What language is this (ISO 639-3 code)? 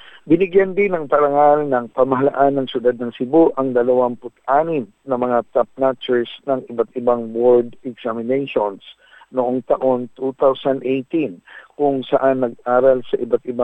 fil